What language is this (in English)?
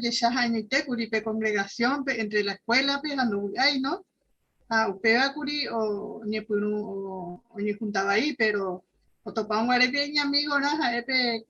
Guarani